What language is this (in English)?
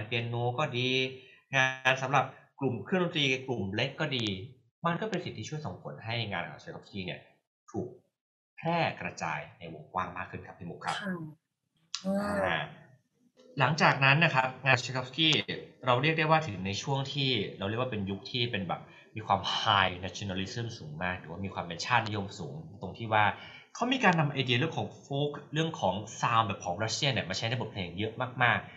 Thai